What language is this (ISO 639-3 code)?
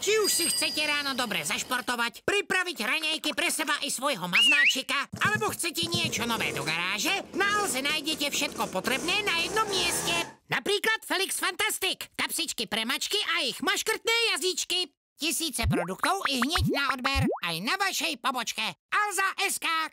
slk